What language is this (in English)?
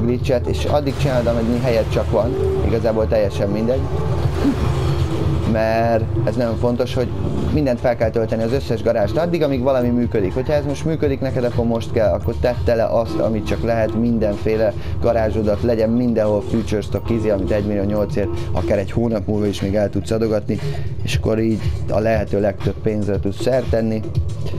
Hungarian